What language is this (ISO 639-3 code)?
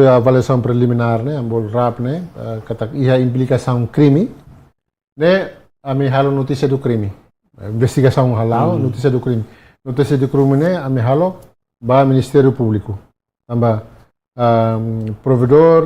tet